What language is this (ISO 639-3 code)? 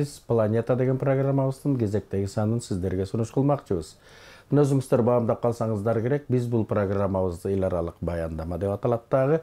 kir